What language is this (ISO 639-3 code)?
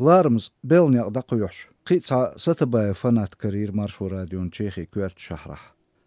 che